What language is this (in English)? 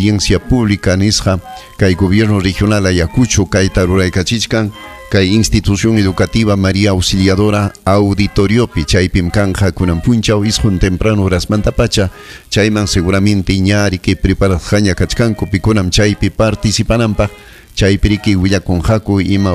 Ayacucho Quechua